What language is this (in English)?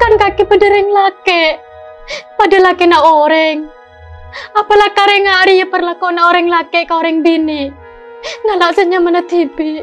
Madurese